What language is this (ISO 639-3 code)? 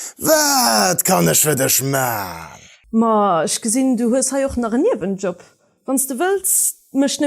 ltz